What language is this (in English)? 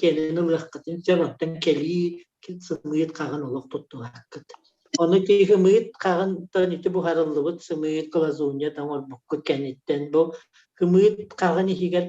Yakut